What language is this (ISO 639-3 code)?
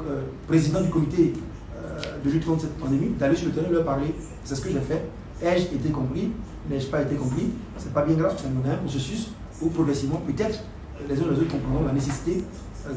fra